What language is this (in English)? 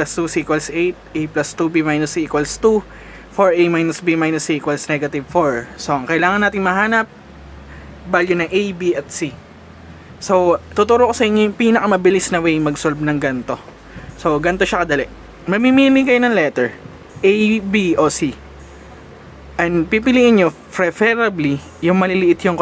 Filipino